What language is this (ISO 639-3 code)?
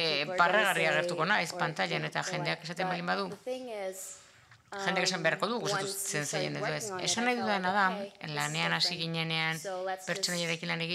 eus